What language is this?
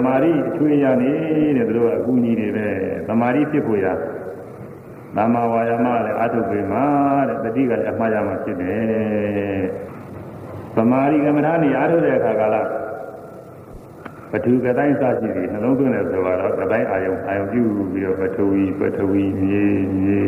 Burmese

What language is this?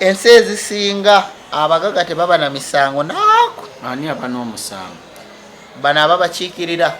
Ganda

